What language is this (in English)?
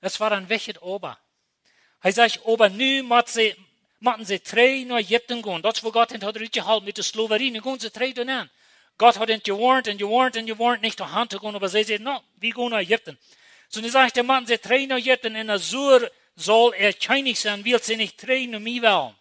Plautdietsch